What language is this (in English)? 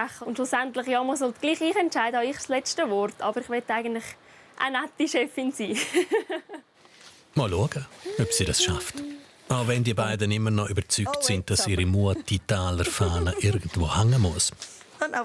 Swiss German